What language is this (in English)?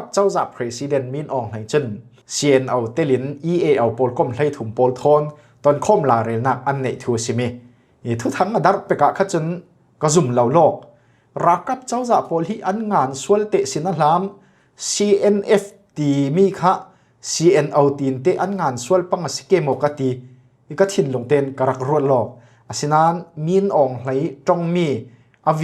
Falam Chin